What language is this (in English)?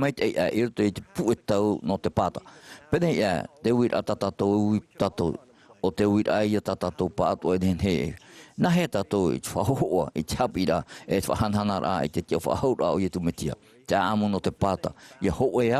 Tahitian